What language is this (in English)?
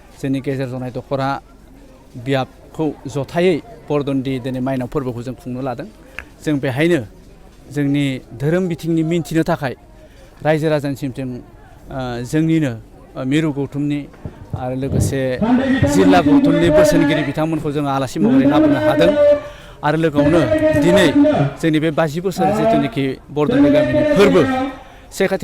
Bodo